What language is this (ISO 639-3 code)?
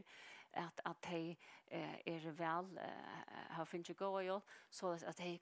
fao